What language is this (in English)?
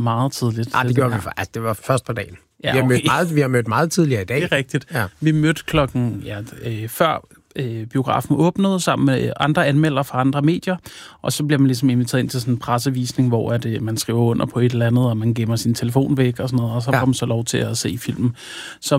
Danish